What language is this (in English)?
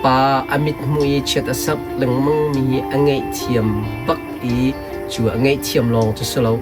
Hakha Chin